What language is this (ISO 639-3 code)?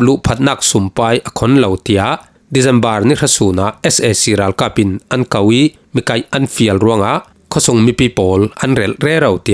cfm